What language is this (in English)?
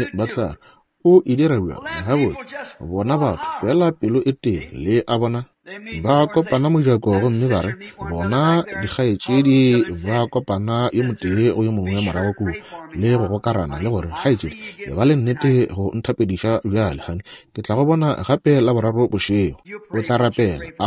Northern Sotho